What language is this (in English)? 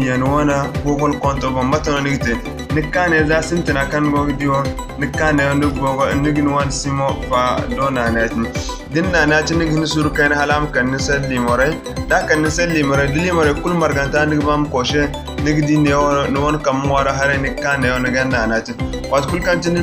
Zarma